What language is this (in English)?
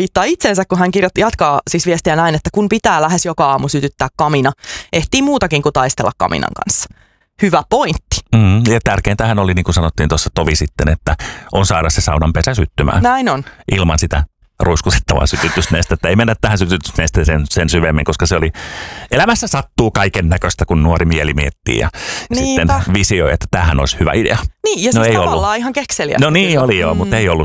Finnish